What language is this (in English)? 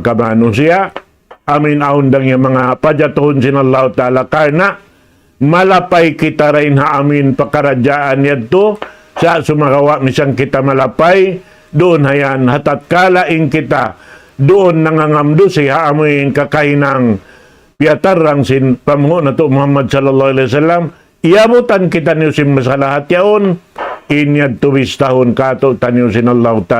Tausug